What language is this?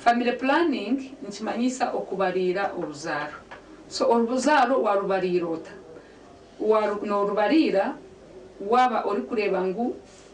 Nyankole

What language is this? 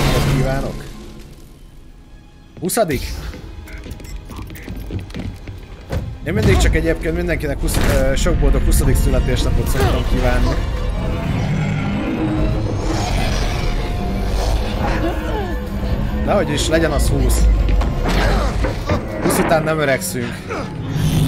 Hungarian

